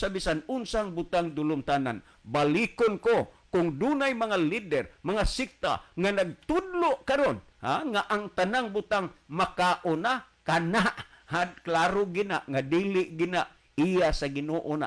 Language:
Cebuano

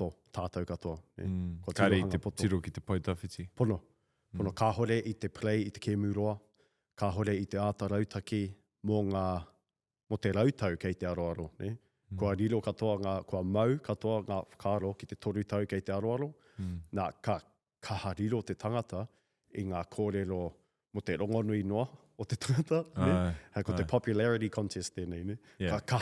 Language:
Māori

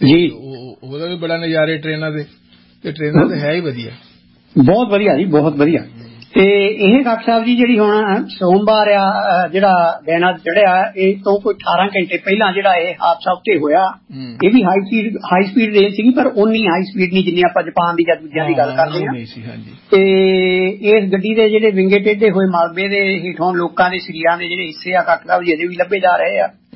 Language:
Punjabi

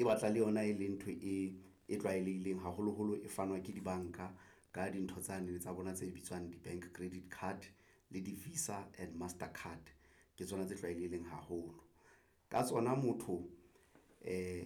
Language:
Southern Sotho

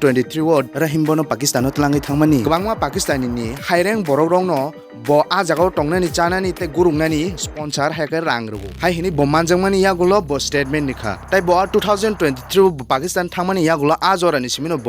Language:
Kok Borok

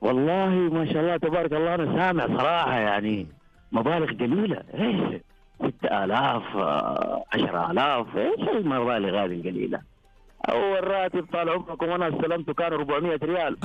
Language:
Najdi Arabic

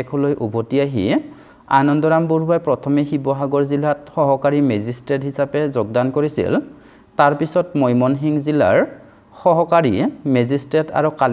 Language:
Assamese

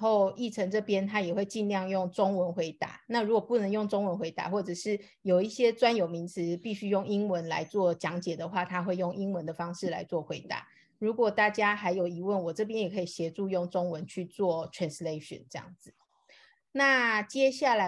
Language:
Chinese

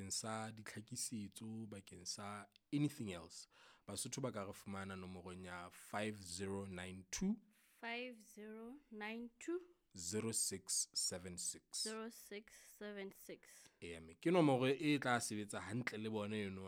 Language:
Southern Sotho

